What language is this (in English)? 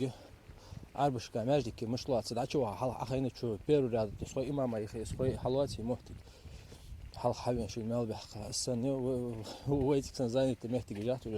Ingush